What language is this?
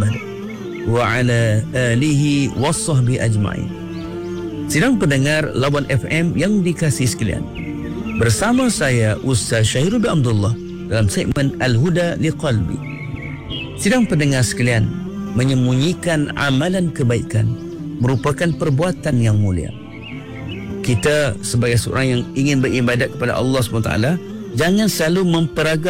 Malay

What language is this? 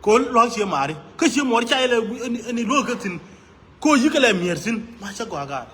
Nuer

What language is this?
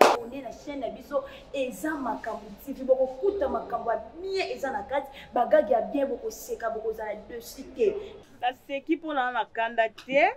Lingala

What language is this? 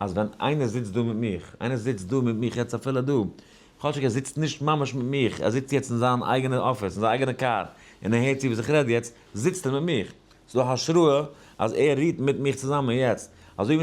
Yiddish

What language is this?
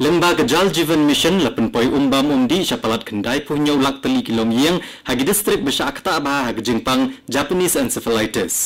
Khasi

